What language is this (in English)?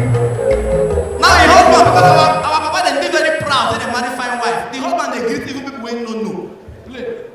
Nigerian Pidgin